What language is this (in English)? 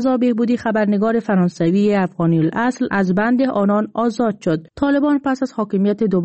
Persian